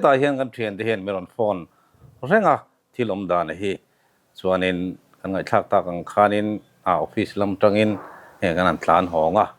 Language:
Mizo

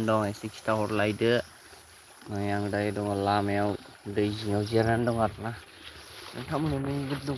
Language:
Bodo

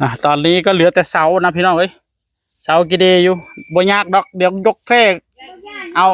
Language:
Northeastern Thai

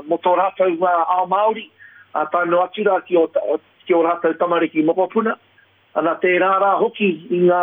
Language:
Māori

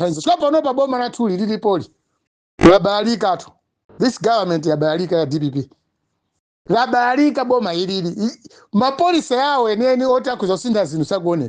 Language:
Nyanja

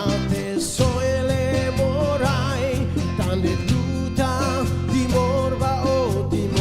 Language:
Tetum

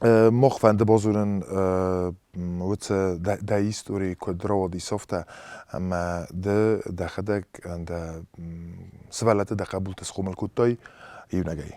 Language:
Ossetic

